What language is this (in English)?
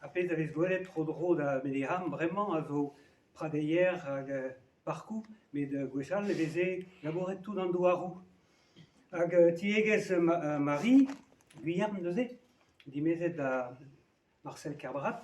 Breton